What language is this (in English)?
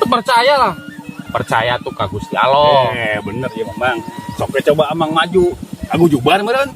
Sundanese